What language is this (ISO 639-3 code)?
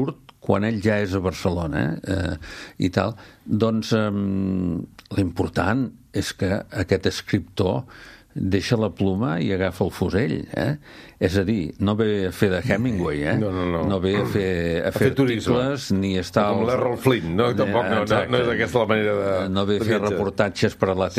cat